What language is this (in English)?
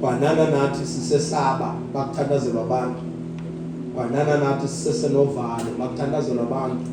Zulu